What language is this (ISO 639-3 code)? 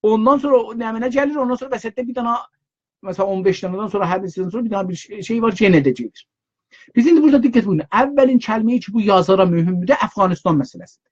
azb